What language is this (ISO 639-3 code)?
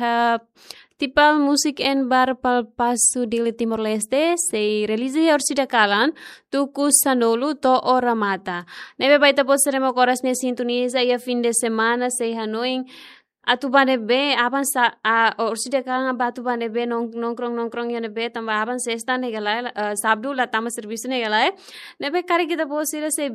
tet